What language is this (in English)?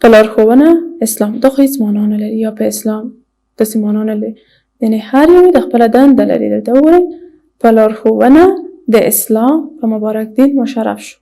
Pashto